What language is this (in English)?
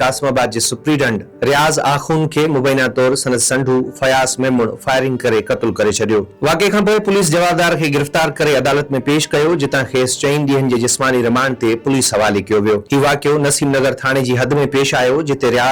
Sindhi